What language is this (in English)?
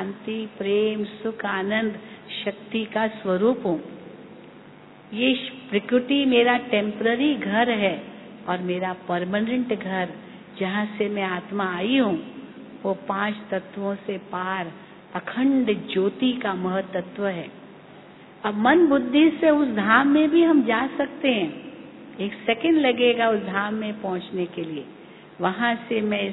Hindi